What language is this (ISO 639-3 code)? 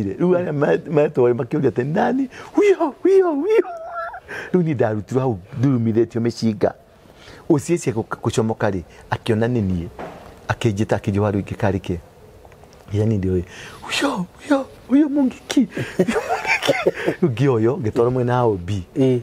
kik